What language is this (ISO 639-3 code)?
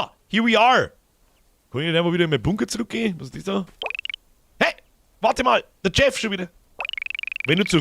bar